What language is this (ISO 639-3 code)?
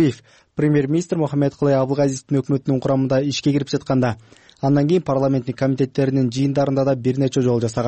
kir